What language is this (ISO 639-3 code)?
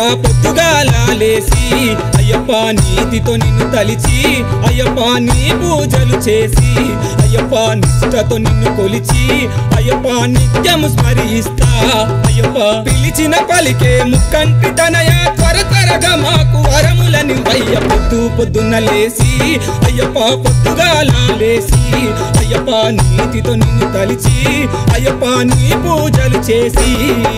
tel